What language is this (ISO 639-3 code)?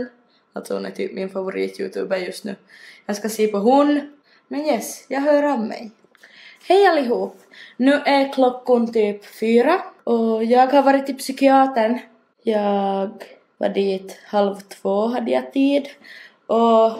swe